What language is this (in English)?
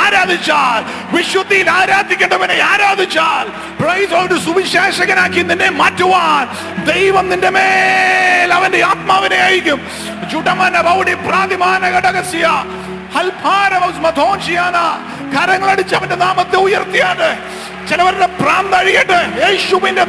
Malayalam